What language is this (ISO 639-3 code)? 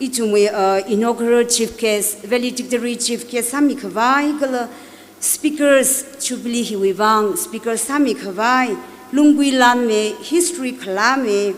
nmf